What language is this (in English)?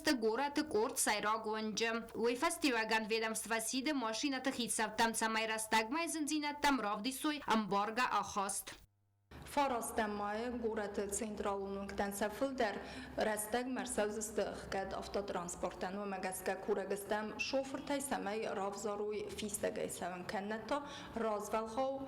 Ossetic